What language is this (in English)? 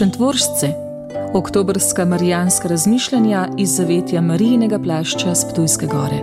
Slovenian